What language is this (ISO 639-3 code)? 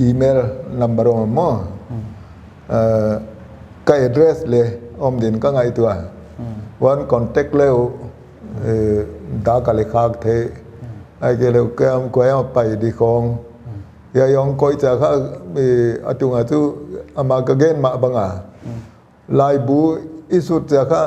pck